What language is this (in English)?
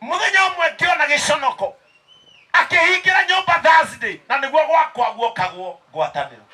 Kikuyu